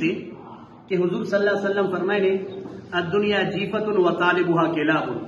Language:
Eastern Balochi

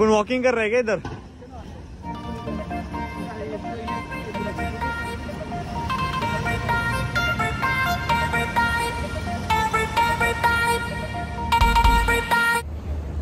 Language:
Hindi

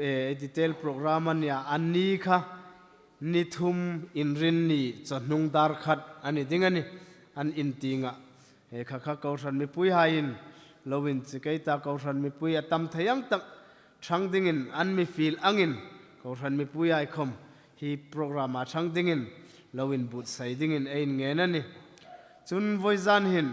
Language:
Hmar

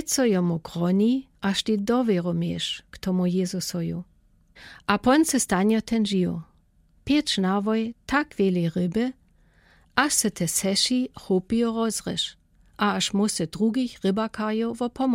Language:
Lower Sorbian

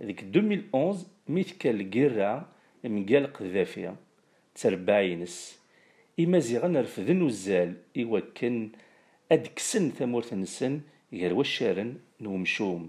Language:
Kabyle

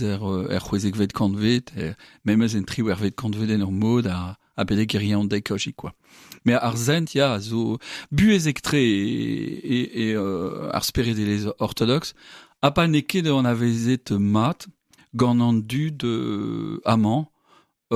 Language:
Breton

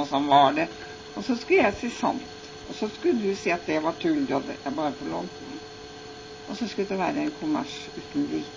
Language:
Norwegian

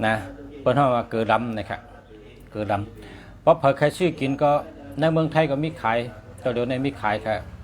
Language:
Shan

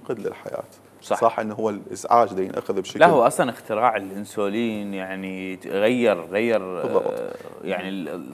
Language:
Mesopotamian Arabic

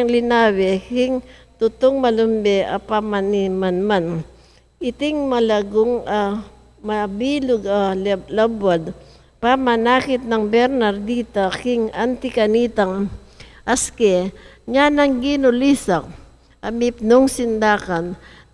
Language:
Pampanga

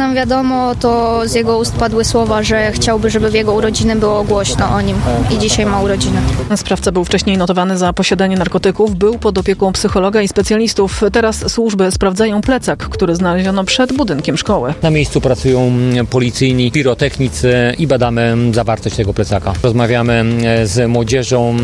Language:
Polish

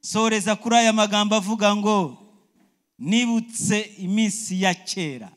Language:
Kinyarwanda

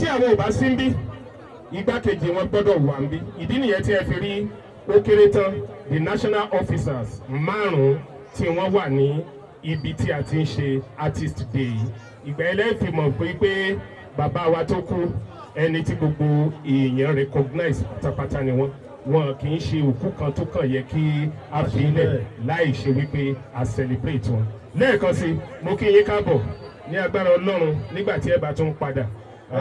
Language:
Yoruba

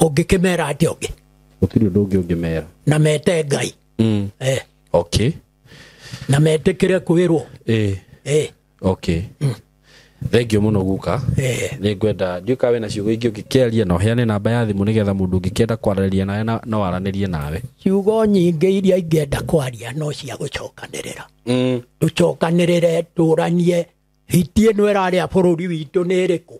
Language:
Kikuyu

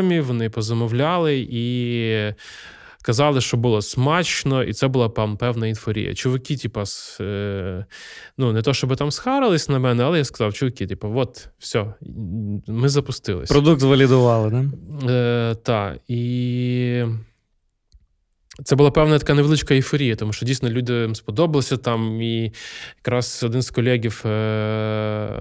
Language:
Ukrainian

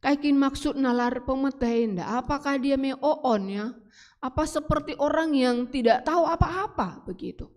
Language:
Batak Karo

